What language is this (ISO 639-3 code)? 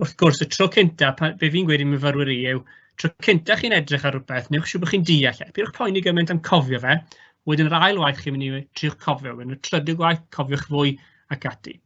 cym